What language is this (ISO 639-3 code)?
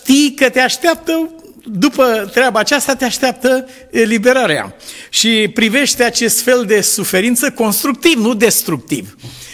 ron